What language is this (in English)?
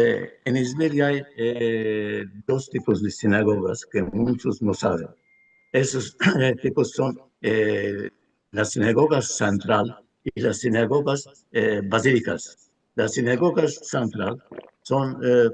Ladino